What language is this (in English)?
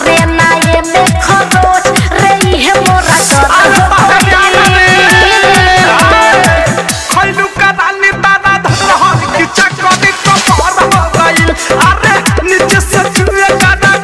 Bhojpuri